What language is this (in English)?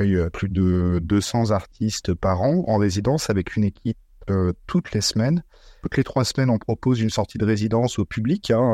French